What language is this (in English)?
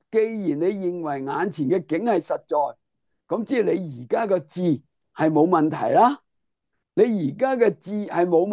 Cantonese